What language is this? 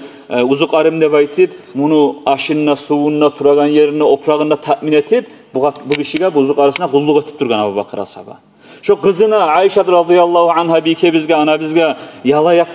Kumyk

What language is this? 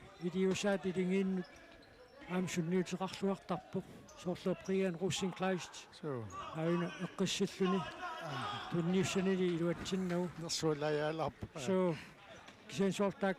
Kalaallisut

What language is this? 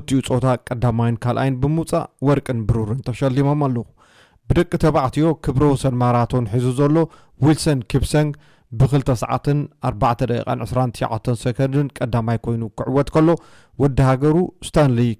Tigrinya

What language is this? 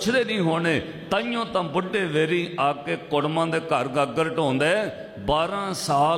Punjabi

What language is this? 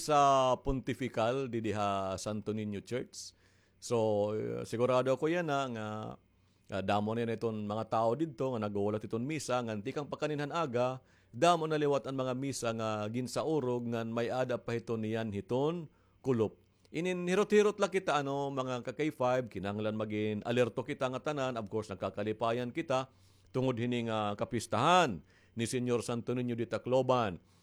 Waray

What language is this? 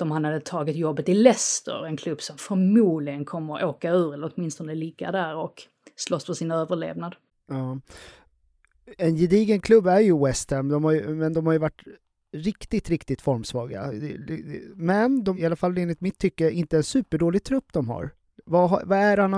Swedish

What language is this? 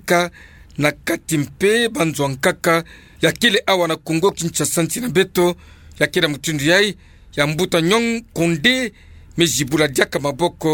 Kituba (Democratic Republic of Congo)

